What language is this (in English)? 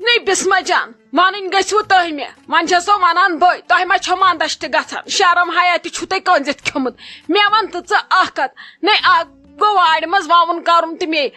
Kashmiri